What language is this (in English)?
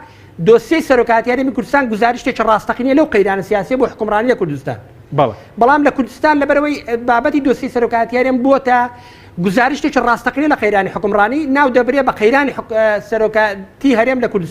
Central Kurdish